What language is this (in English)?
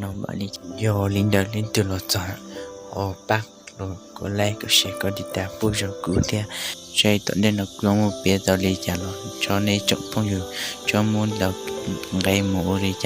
Hmong